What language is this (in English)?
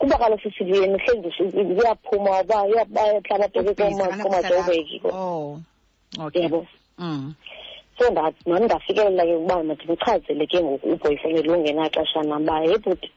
Xhosa